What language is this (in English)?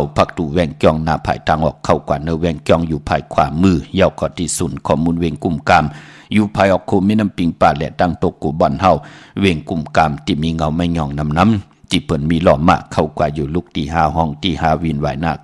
Shan